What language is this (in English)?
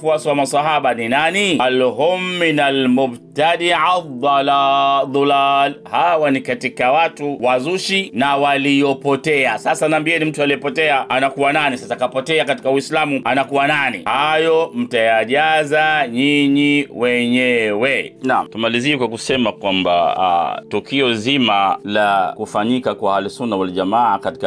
Swahili